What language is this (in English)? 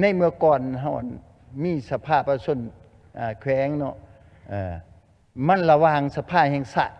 Lao